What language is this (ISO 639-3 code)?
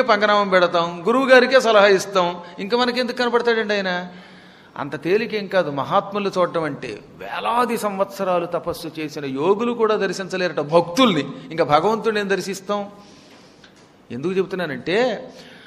tel